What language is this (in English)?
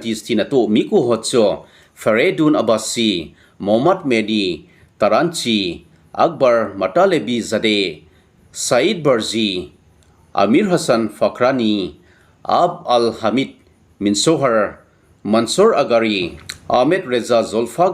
Thado Chin